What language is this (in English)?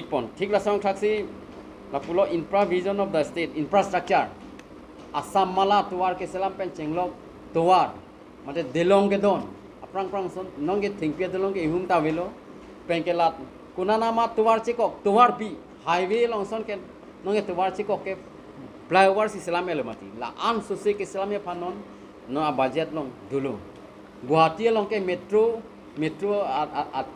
Karbi